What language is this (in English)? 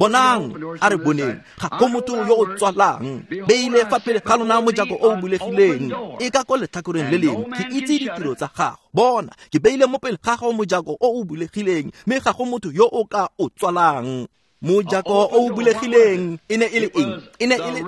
Tswana